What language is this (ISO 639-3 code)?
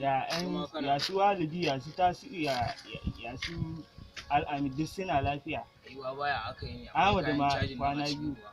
hau